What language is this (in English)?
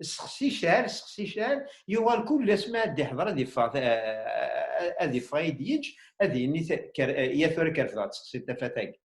Kabyle